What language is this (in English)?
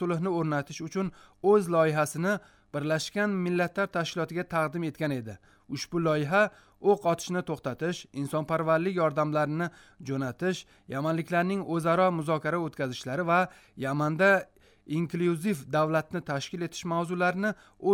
Uzbek